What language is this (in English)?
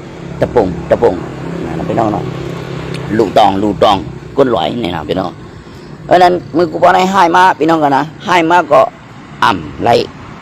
Shan